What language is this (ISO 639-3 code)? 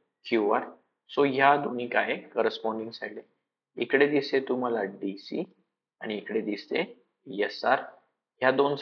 mar